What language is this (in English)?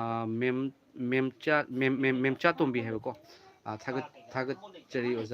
Manipuri